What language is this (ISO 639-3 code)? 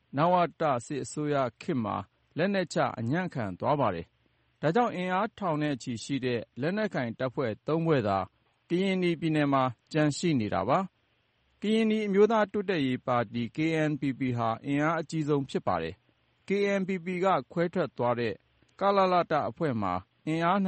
mya